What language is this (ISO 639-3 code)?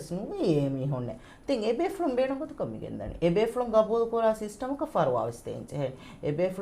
div